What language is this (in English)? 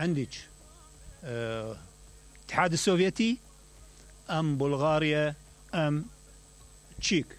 Mesopotamian Arabic